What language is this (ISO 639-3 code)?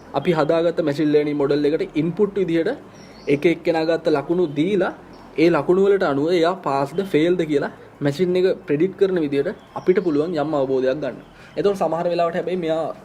sin